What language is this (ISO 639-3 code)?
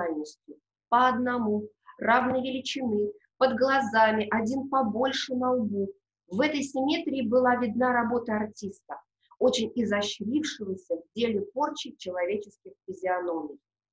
rus